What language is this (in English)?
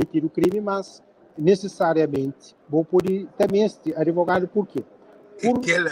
Kabuverdianu